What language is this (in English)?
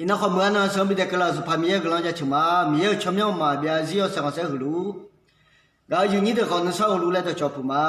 Akha